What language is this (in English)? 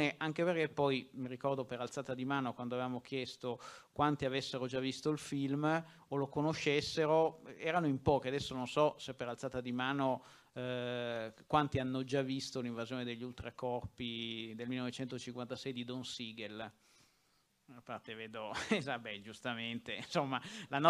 Italian